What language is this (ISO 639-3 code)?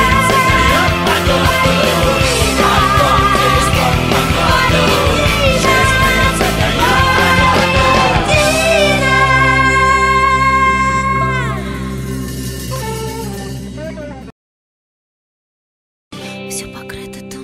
rus